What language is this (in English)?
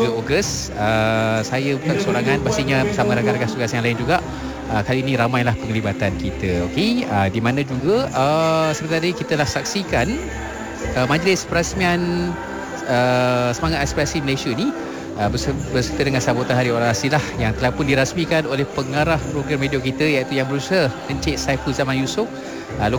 Malay